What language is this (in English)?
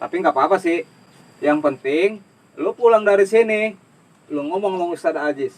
Betawi